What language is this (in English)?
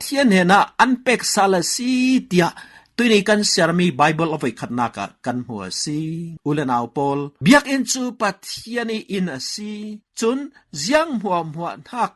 Falam Chin